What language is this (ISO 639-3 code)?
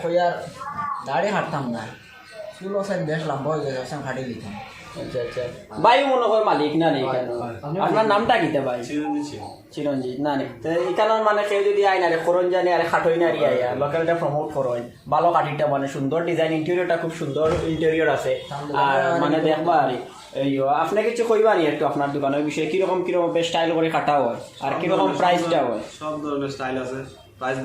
syl